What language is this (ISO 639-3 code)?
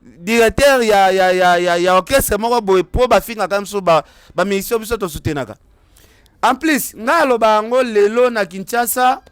lin